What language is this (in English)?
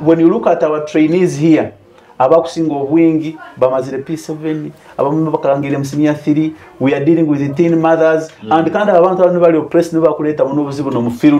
Nyoro